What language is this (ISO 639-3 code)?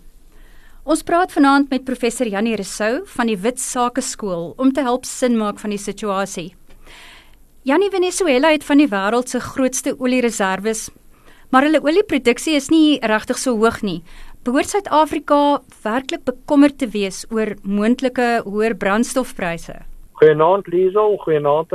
afr